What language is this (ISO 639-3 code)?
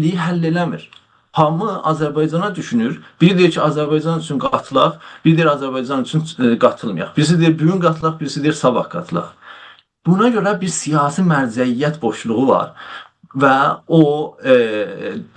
azb